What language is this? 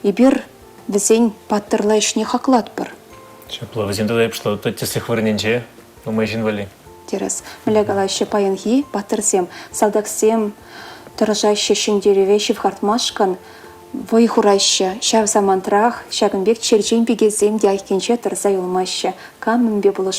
Chuvash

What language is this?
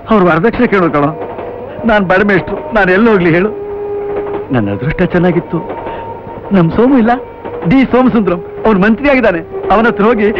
Kannada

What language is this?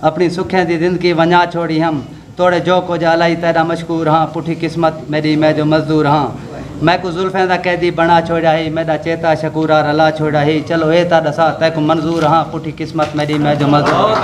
Saraiki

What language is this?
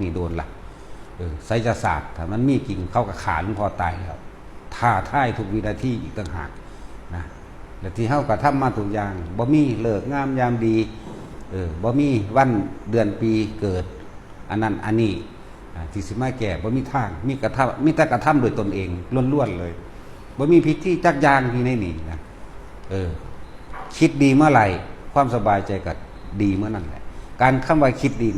Northeastern Thai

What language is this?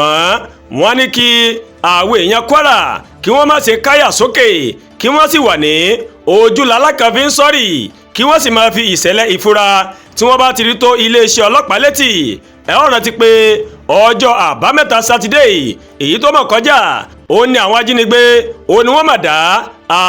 Yoruba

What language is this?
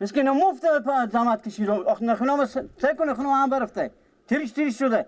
Persian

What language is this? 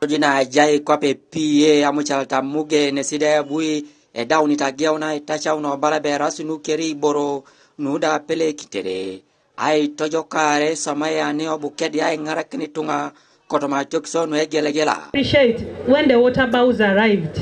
Teso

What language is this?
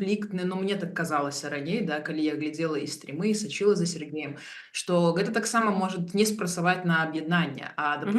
Belarusian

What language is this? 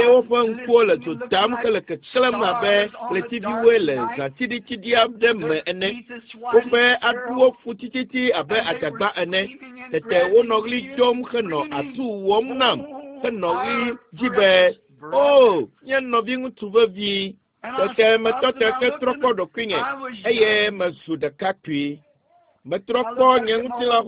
Ewe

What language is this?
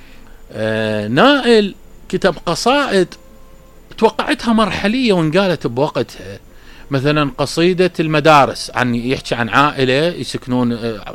Mesopotamian Arabic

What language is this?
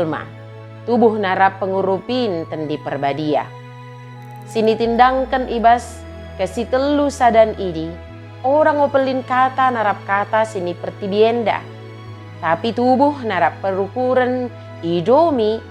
Batak Dairi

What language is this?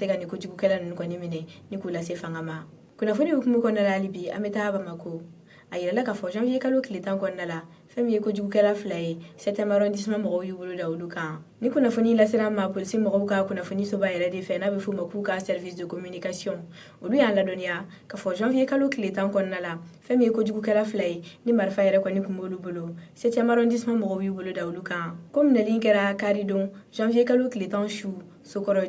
Bambara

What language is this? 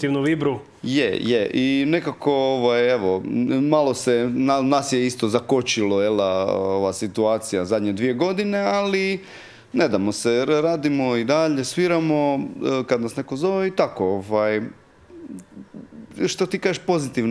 Croatian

